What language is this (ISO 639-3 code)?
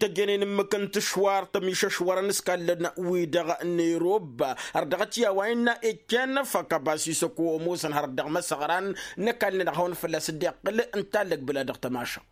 taq